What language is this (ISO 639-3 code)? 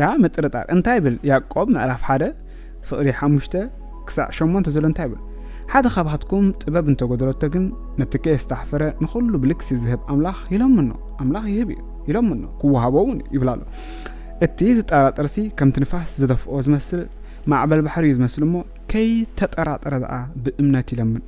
tir